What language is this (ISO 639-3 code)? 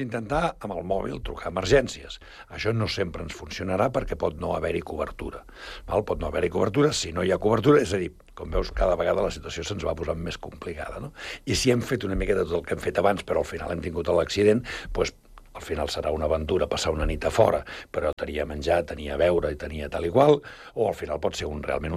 cat